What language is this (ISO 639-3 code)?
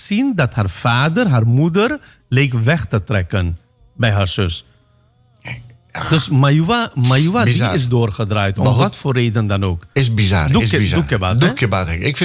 nld